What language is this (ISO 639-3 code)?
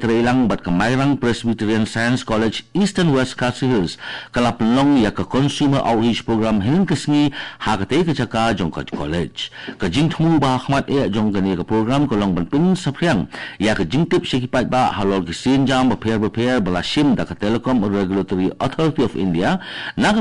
kha